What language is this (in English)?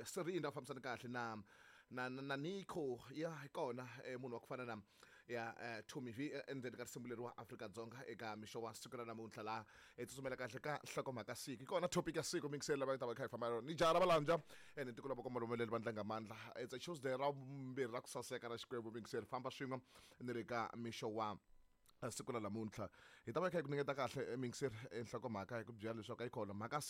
Tsonga